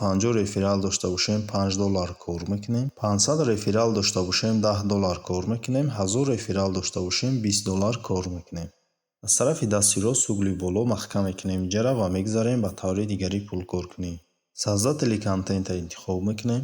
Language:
Tajik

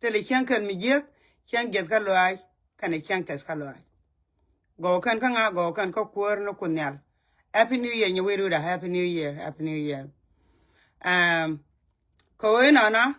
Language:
Nuer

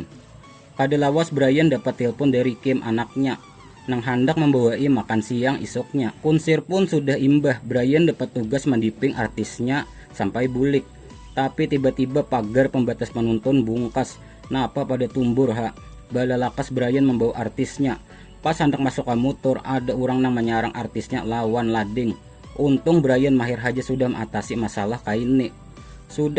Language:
Banjar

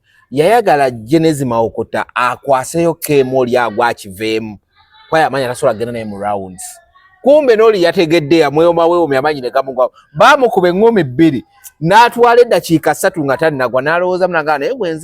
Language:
Ganda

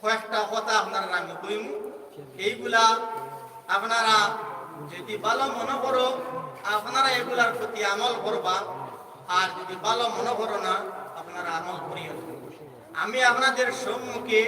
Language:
Sylheti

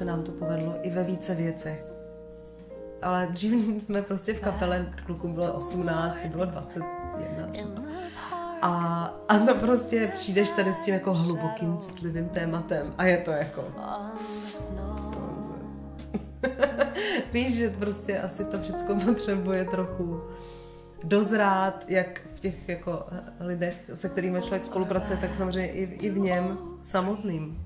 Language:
Czech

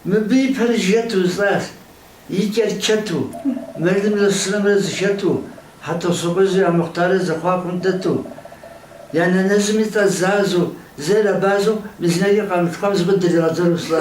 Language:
Kabardian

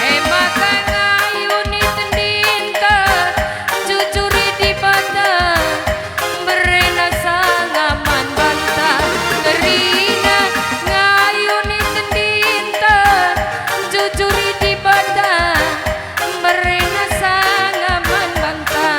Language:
Batak Karo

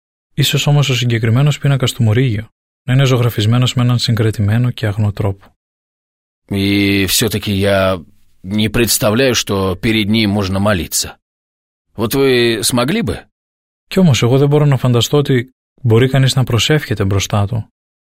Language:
Greek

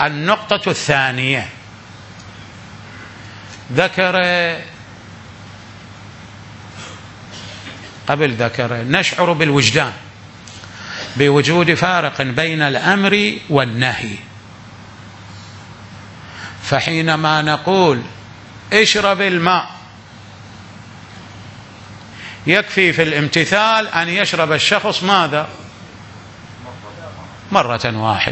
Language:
Arabic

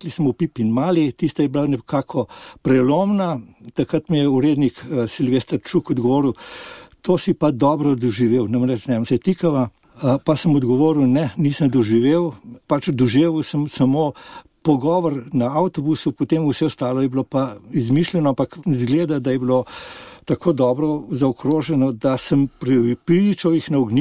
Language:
Slovenian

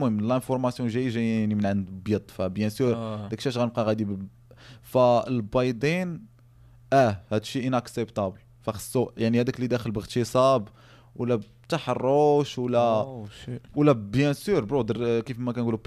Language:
Moroccan Arabic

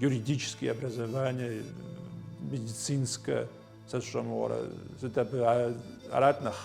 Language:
Kabardian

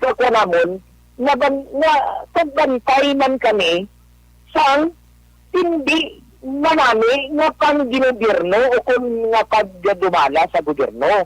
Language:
Hiligaynon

